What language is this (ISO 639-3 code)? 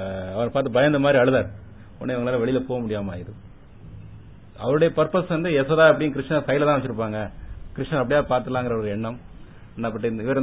tam